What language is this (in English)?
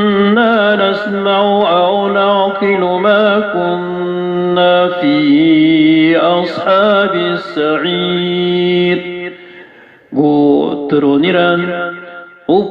Maranao